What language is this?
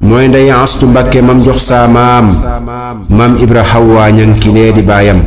Wolof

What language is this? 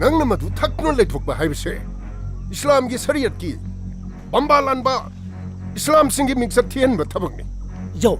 Manipuri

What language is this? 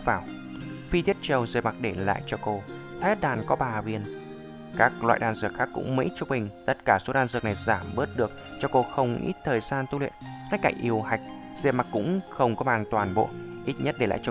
Vietnamese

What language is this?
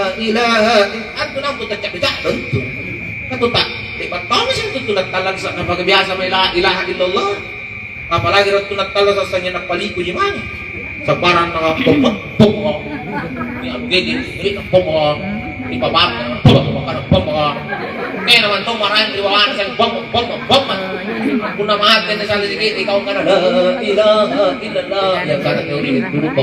Makasar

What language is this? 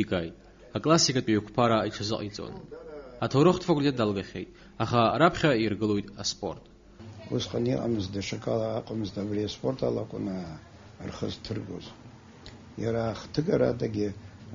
Abkhazian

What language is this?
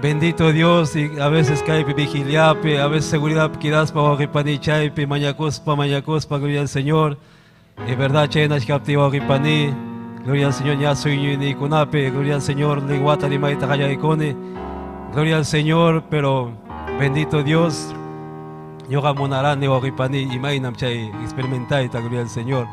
Ayacucho Quechua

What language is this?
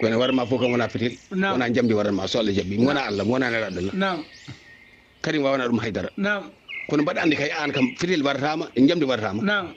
Fula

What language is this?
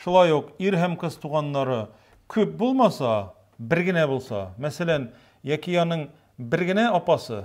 Tatar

